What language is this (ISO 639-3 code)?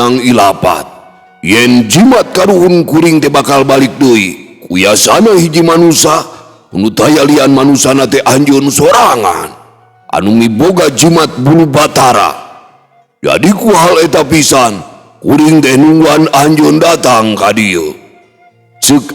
sun